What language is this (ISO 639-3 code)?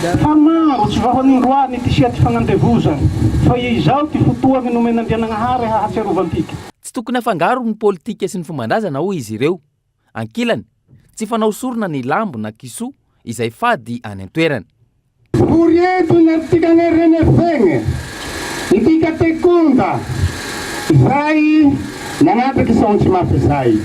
mlg